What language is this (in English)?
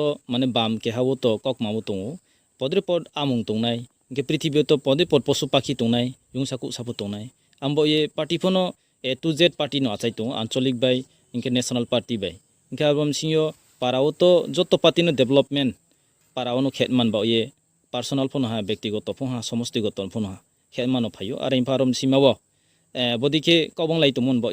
Riang (India)